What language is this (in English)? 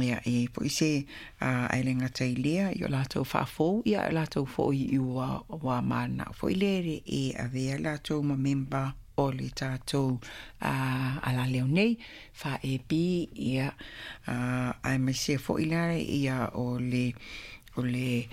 Samoan